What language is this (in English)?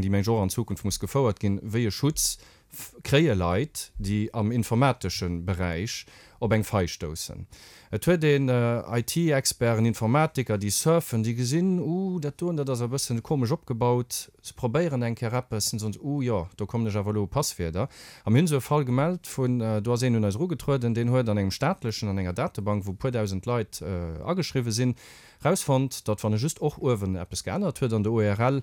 Luxembourgish